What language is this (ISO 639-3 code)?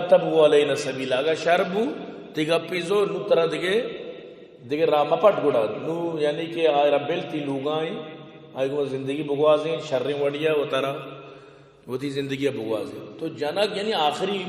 bal